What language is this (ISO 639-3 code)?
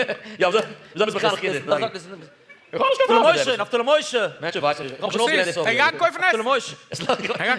yid